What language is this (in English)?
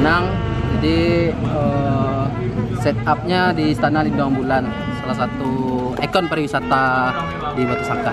Minangkabau